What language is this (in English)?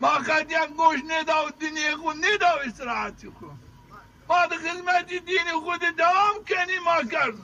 Zaza